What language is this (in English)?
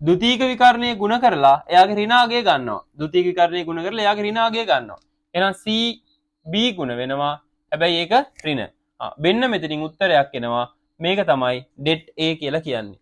Sinhala